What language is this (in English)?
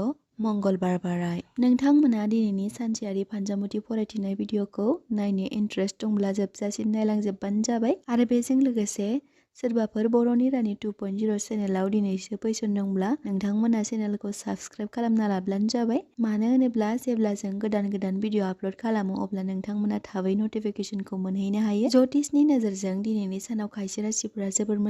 Bodo